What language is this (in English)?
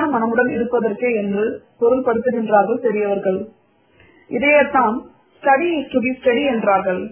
Tamil